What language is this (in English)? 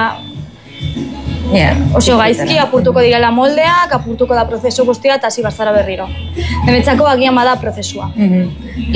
Basque